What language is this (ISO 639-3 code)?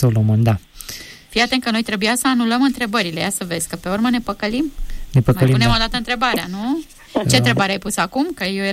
ron